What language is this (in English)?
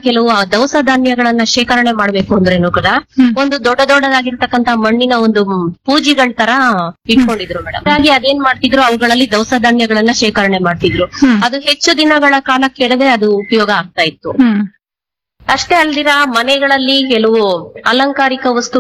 Kannada